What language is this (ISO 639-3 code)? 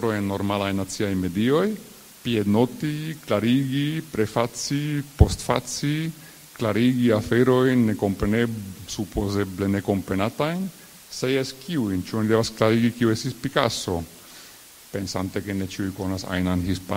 epo